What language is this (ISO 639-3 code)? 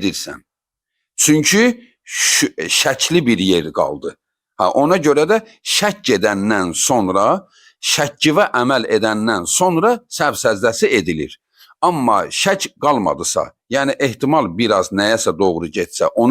aze